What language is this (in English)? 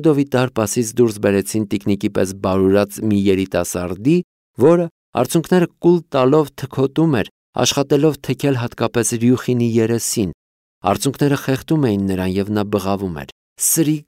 Armenian